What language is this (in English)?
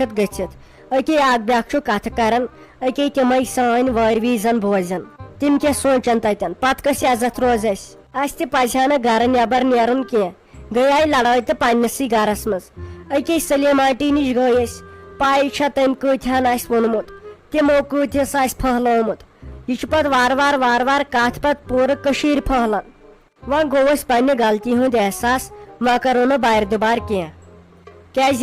Kashmiri